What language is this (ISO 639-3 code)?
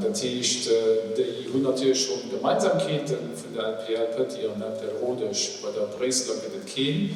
ltz